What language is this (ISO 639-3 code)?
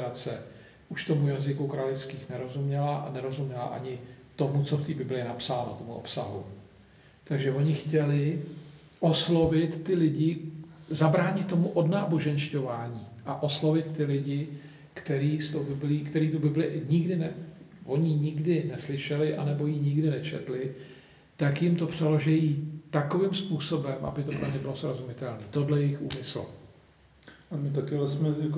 ces